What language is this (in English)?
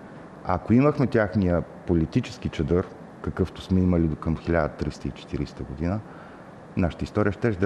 Bulgarian